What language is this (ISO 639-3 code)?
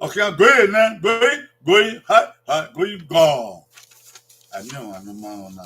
bin